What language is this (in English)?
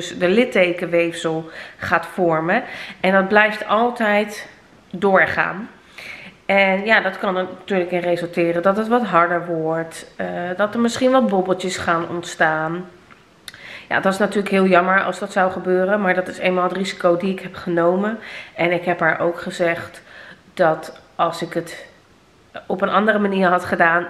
Dutch